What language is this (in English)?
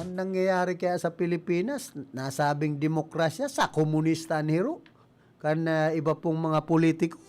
Bikol